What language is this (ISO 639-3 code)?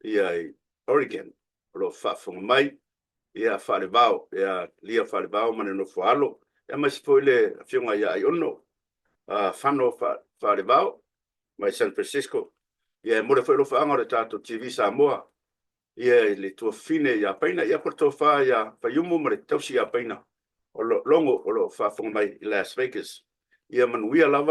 smo